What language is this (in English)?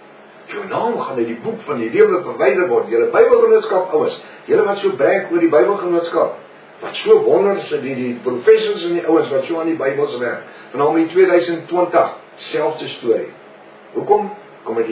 Afrikaans